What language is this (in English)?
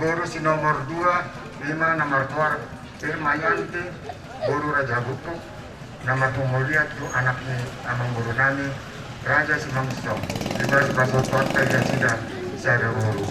Batak Toba